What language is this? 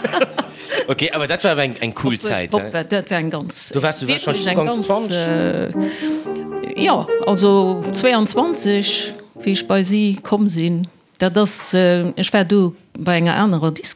Luxembourgish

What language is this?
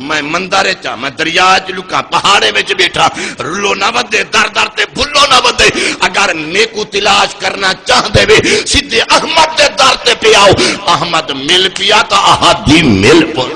Saraiki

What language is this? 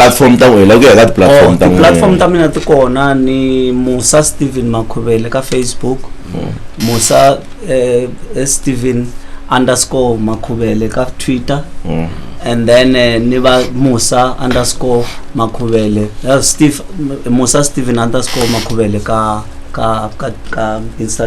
Tsonga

